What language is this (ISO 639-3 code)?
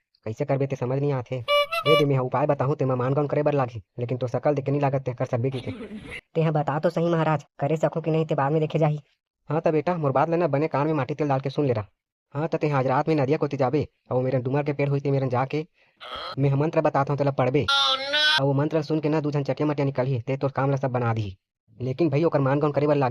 hne